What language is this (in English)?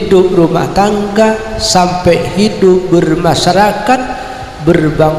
Madurese